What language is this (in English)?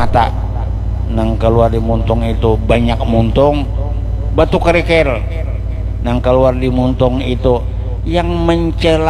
Banjar